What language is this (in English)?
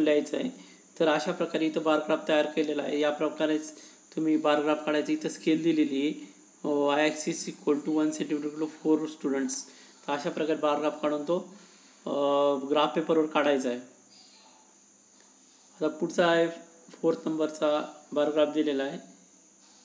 Marathi